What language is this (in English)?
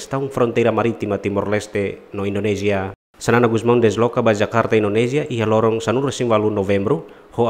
Tetum